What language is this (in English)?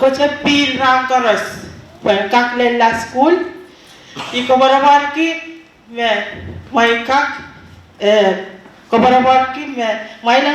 Pohnpeian